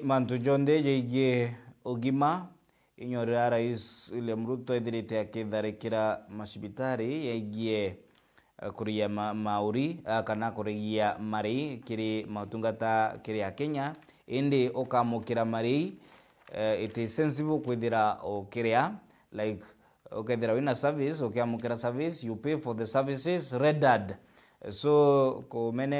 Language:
Meru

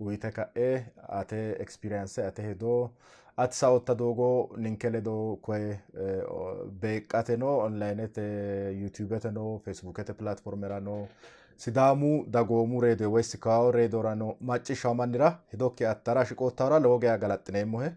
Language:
Sidamo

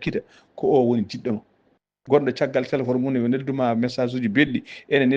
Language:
Fula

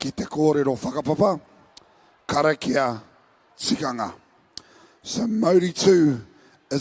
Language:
Māori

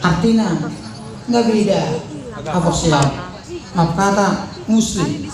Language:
Batak Toba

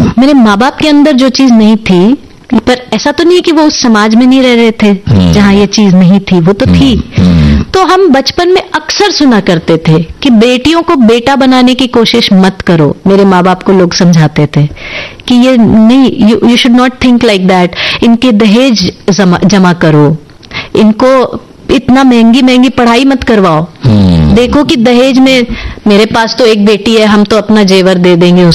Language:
Hindi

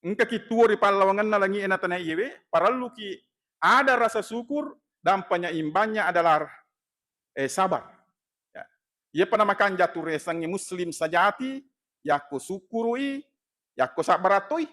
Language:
Buginese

